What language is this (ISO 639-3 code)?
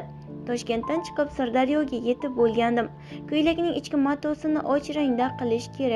uzb